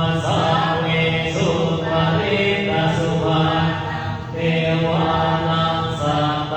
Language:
Pali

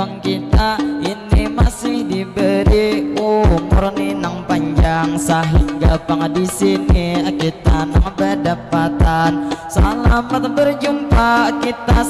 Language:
Banjar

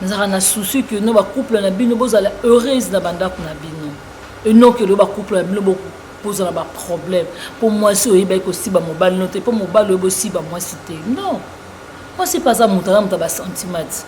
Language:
Lingala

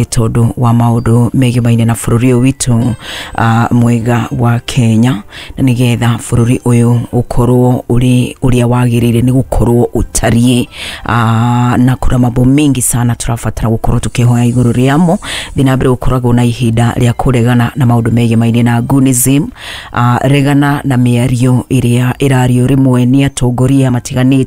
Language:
Kikuyu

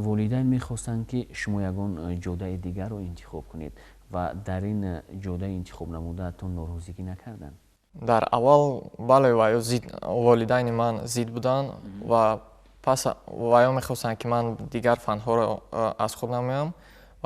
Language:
Tajik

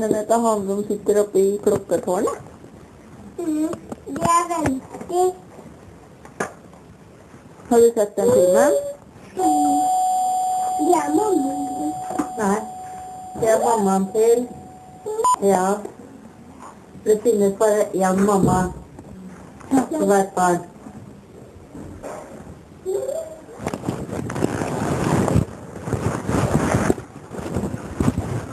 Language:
Norwegian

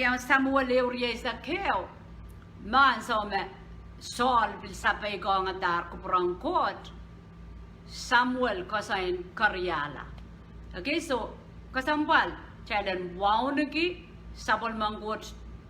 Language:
Pohnpeian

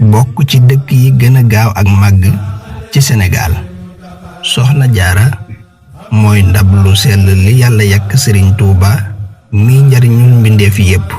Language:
Wolof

